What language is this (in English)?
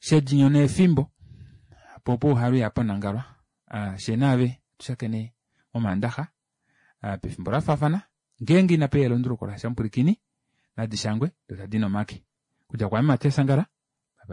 Kuanyama